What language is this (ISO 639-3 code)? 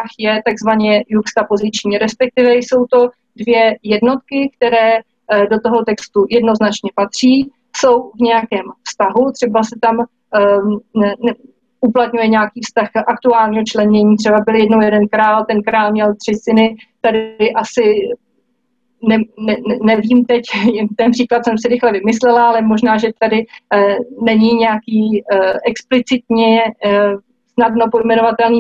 ces